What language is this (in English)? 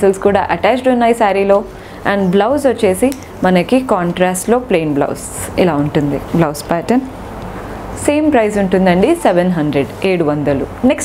Telugu